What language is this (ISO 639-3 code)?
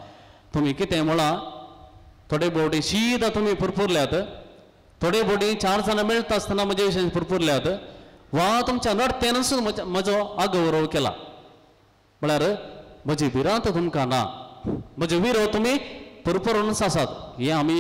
kok